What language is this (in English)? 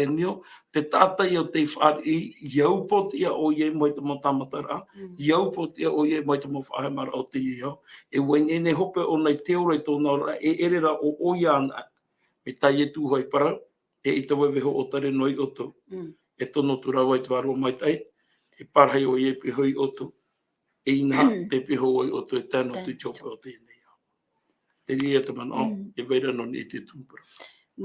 Tahitian